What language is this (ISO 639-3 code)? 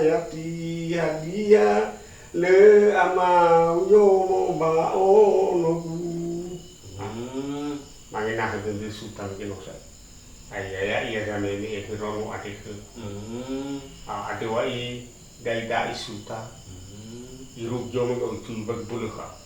nia